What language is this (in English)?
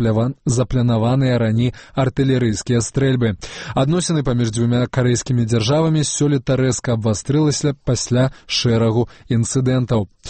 Belarusian